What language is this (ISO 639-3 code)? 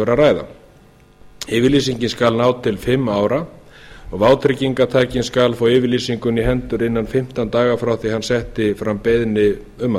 isl